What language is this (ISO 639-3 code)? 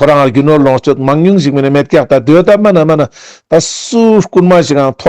lbj